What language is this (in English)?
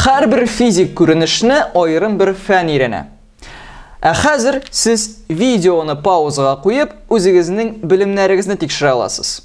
Tatar